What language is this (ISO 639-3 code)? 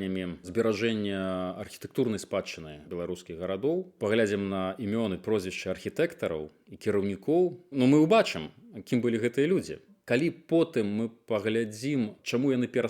bel